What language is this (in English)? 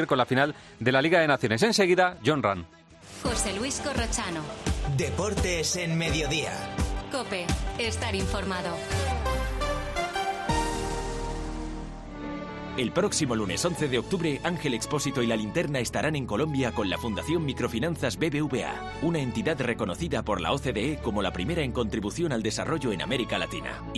Spanish